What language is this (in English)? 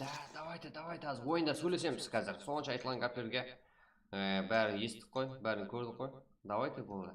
Kara-Kalpak